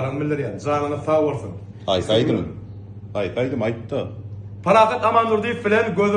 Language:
Turkmen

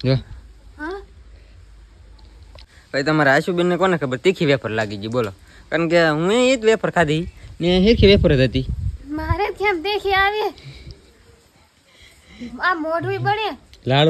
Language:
Gujarati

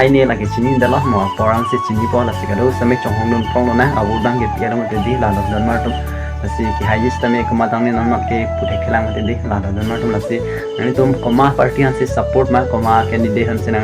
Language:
Karbi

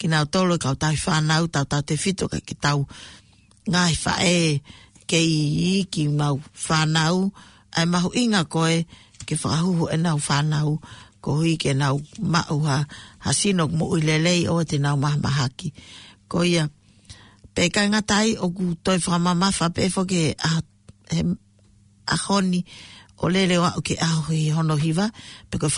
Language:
Tongan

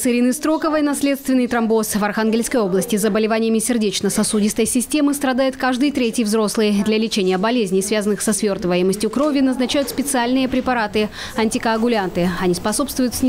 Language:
Russian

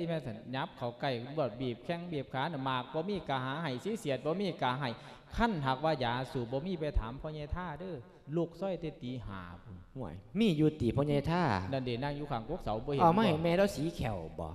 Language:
Lao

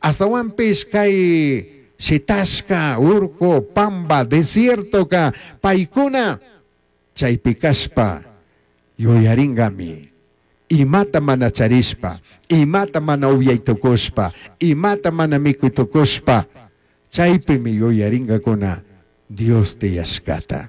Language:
Chimborazo Highland Quichua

